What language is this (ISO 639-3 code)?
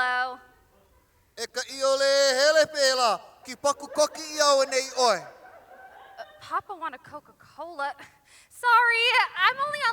haw